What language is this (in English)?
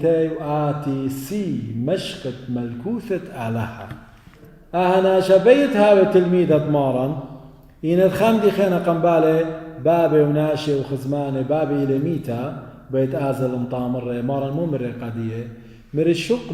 Assyrian Neo-Aramaic